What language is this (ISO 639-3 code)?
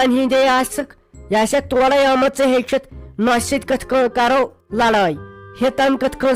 kas